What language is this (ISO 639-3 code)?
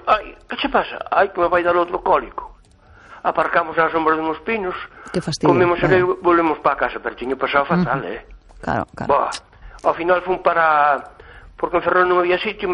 glg